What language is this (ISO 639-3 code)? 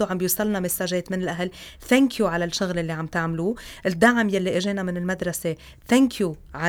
apc